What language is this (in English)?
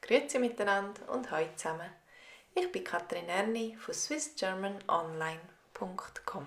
Swiss German